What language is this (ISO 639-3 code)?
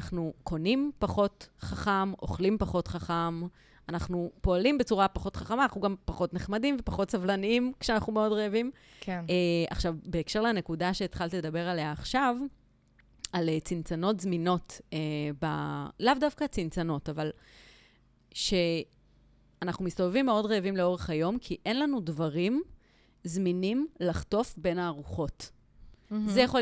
heb